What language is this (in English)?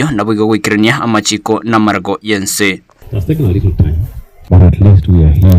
Gusii